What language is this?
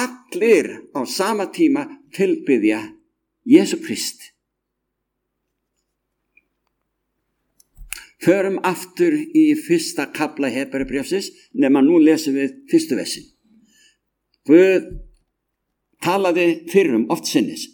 Icelandic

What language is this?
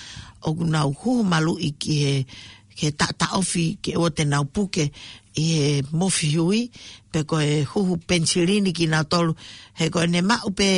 Tongan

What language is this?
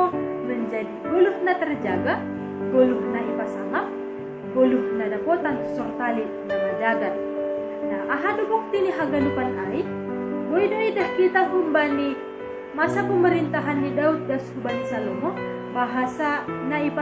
Batak Simalungun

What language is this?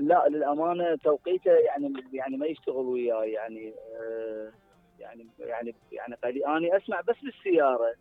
Mesopotamian Arabic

